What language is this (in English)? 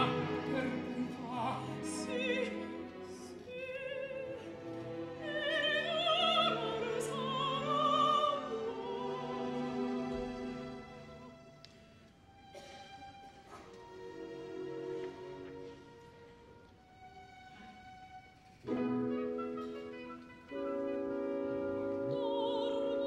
Italian